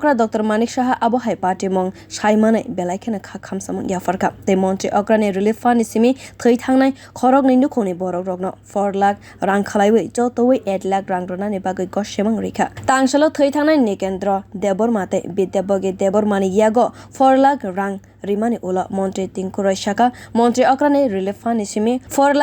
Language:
Kok Borok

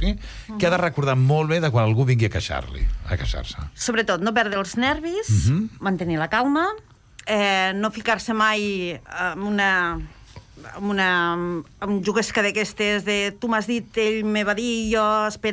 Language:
Catalan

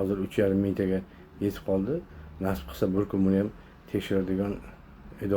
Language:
Uzbek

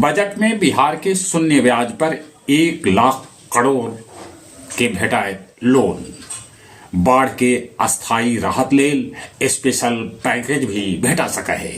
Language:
Magahi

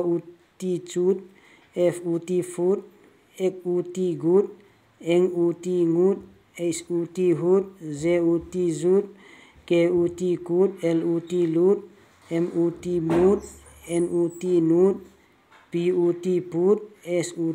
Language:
Vaiphei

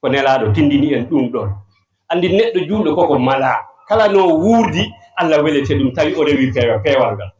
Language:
Fula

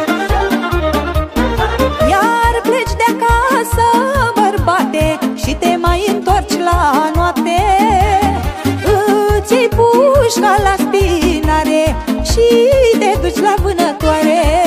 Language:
Romanian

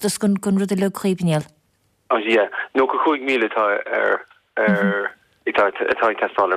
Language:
Irish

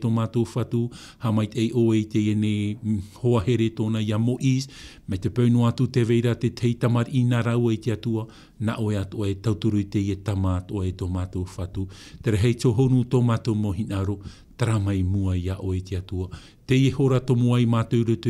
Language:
Tahitian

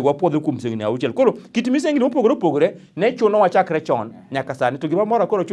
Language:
Luo (Kenya and Tanzania)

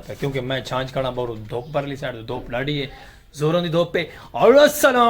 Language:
Saraiki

